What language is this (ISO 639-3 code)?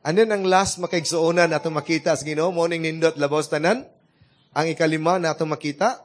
ceb